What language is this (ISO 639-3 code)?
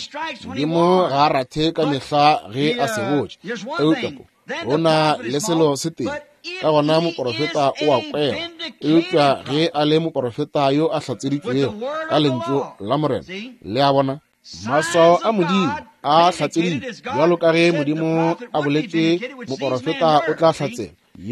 nso